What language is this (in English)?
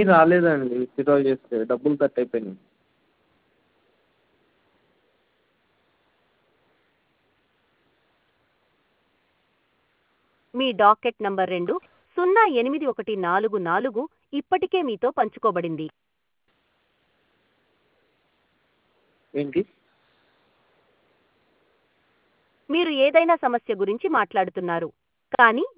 Telugu